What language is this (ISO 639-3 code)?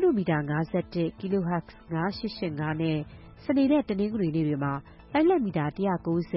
mya